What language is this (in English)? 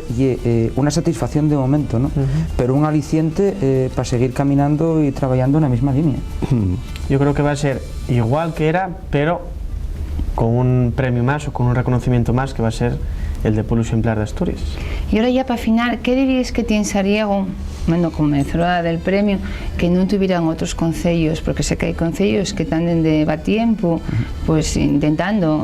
Asturian